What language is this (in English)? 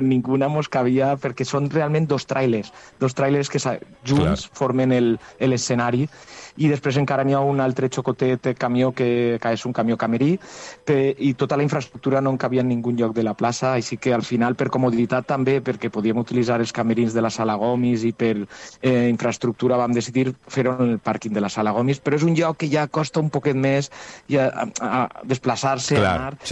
Catalan